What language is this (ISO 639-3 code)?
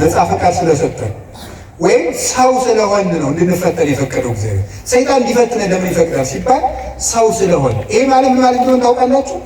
amh